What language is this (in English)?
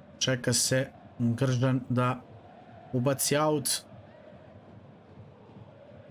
Serbian